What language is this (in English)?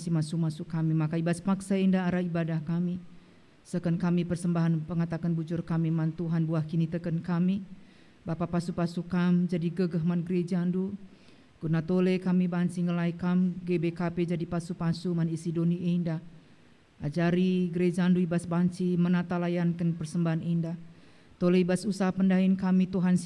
Batak Karo